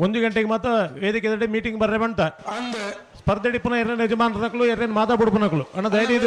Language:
Tulu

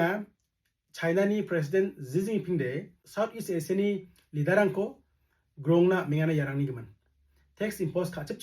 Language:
Garo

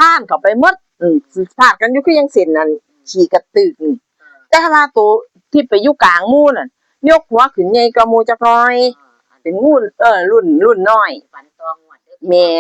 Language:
Northeastern Thai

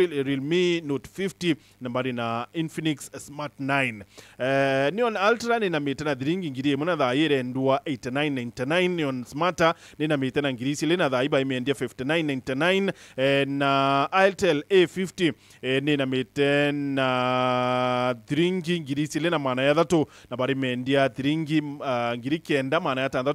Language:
Meru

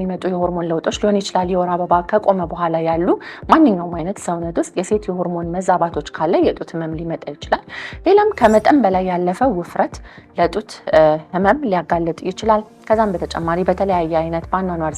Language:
Amharic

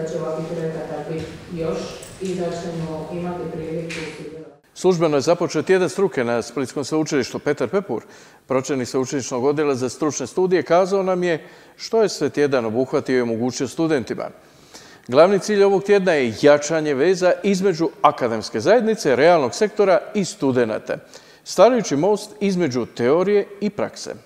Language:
Croatian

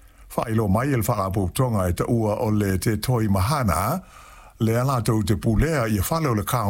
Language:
Samoan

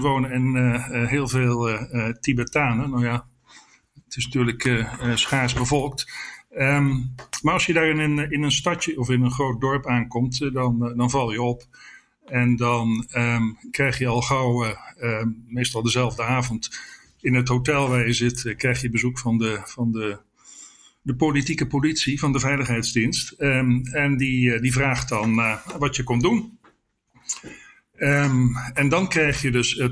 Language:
Dutch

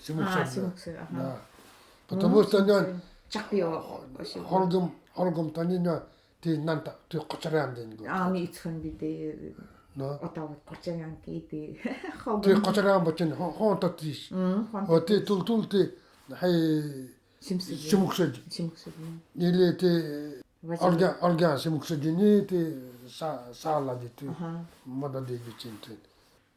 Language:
Nanai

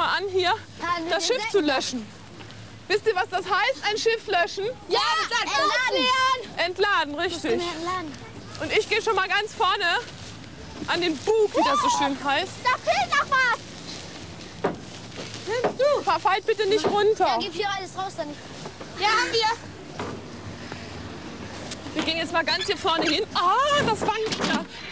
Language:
German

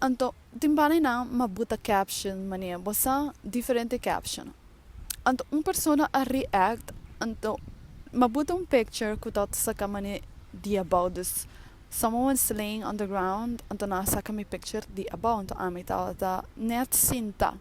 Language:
Papiamento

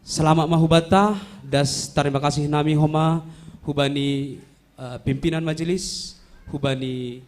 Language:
Batak Simalungun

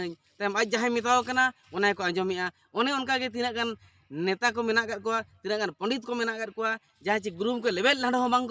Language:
Santali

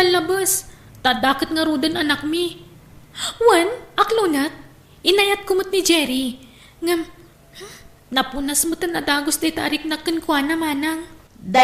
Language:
Iloko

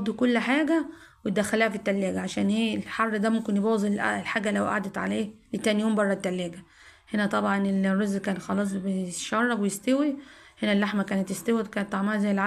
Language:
Egyptian Arabic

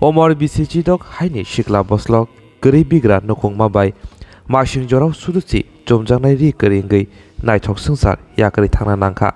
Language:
Kok Borok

